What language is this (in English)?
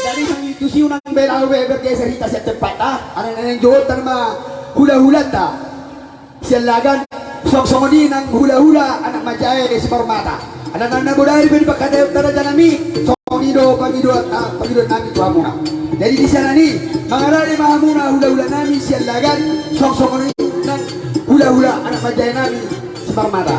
Batak Toba